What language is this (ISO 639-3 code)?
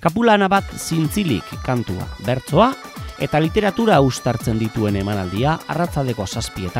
eus